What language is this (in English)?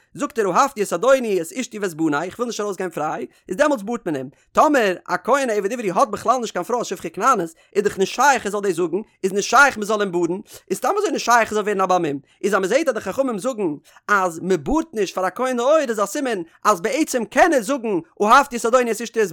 Yiddish